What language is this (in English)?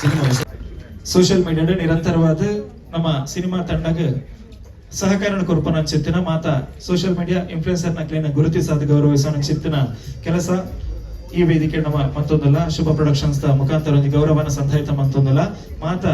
Tulu